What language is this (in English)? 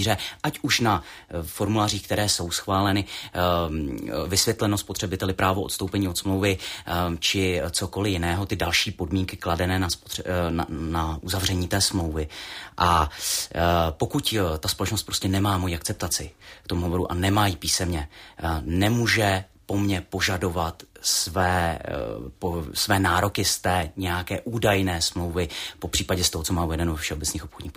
Czech